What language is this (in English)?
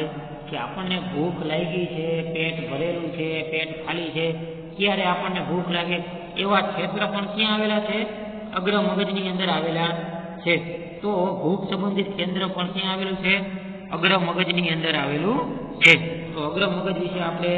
Gujarati